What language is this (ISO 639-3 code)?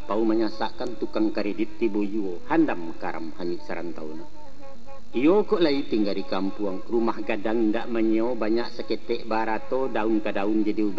min